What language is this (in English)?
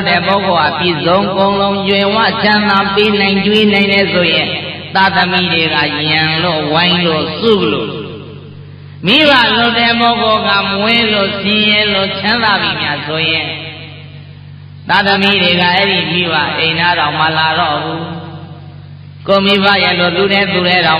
Burmese